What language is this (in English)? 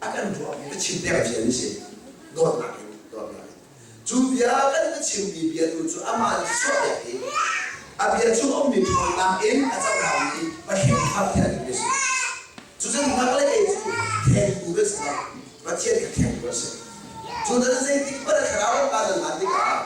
Hakha Chin